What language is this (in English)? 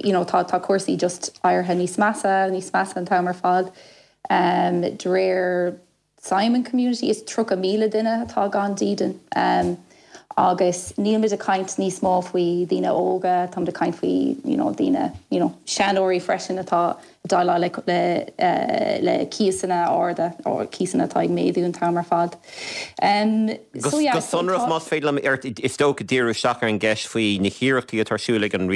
Irish